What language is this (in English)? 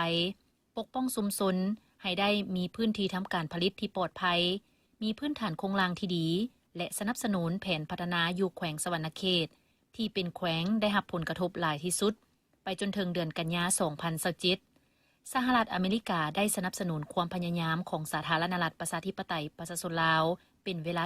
Lao